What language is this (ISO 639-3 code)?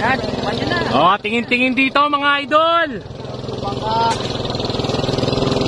fil